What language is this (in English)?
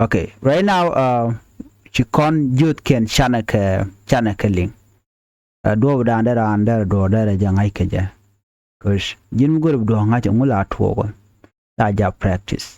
Nuer